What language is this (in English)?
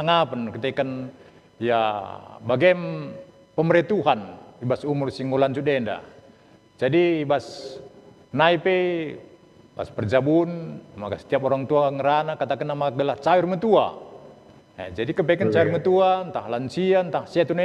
Batak Karo